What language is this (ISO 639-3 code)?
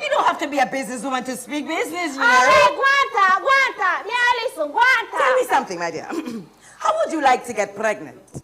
jam